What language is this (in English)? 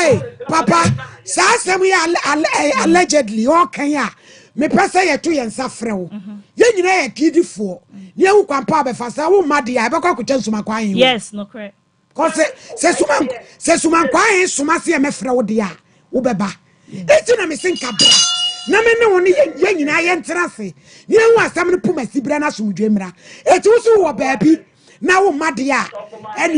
Akan